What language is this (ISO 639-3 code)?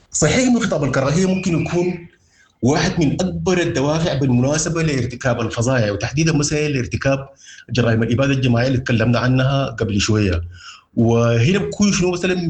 apd